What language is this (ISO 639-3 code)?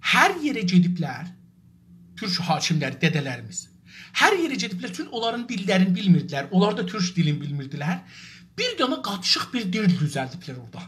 azb